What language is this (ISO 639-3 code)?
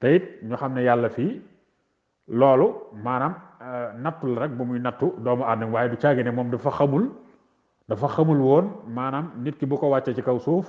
wol